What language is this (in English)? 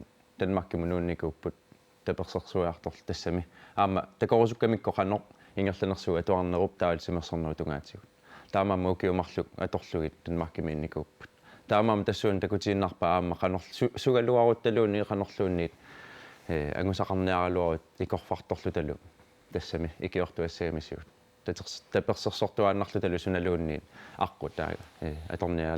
Kalaallisut